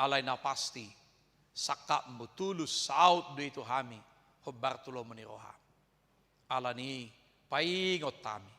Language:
Batak Toba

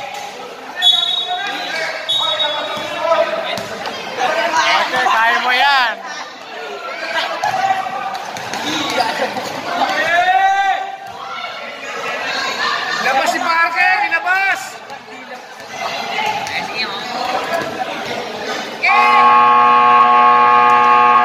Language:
Filipino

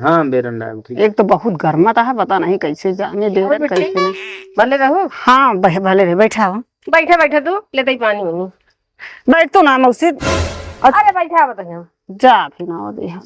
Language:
Awadhi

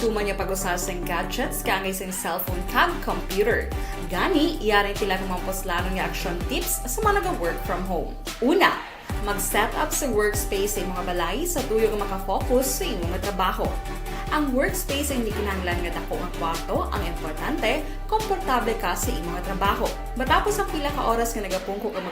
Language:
Hiligaynon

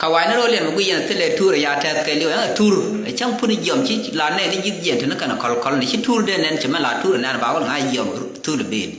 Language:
Nuer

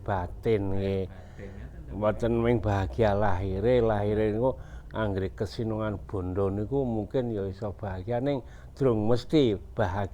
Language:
Javanese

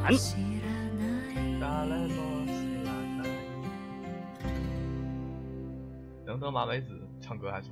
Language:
Chinese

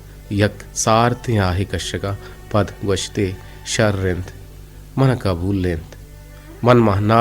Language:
Eastern Balochi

